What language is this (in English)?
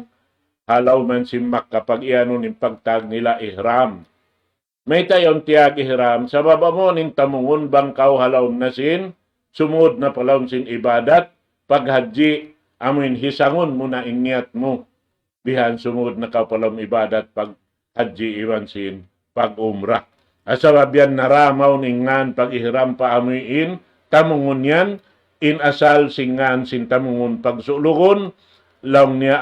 Tausug